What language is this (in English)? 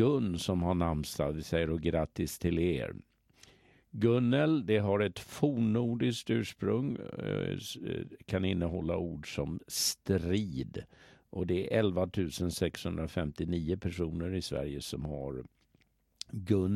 Swedish